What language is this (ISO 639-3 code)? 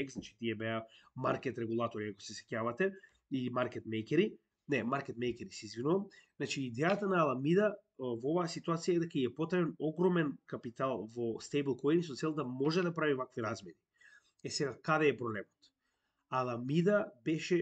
mkd